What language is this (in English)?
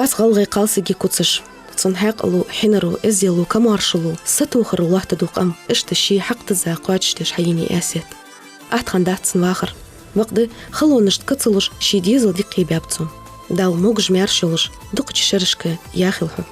Ingush